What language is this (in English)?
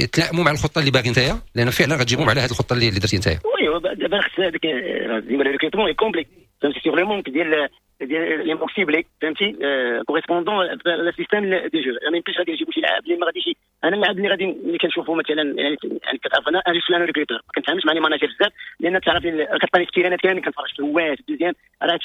Moroccan Arabic